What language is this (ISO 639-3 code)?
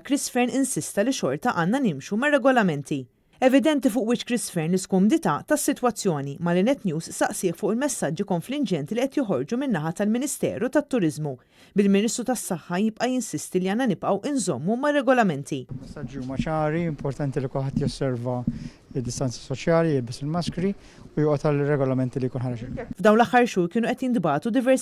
mlt